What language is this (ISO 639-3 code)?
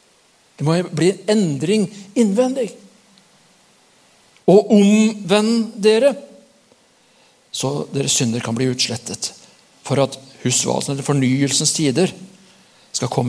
nor